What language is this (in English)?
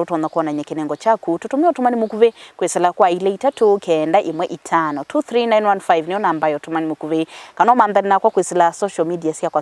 Kamba